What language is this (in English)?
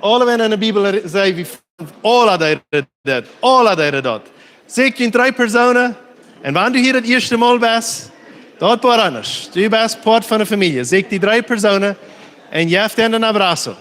Plautdietsch